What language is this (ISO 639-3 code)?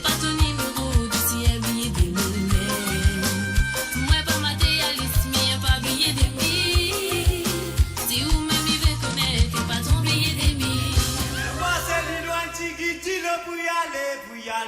mfe